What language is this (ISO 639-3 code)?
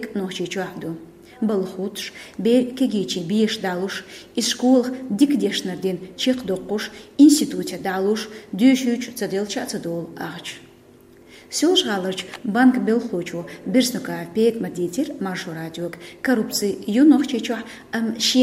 che